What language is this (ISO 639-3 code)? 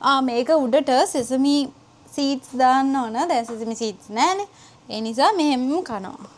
sin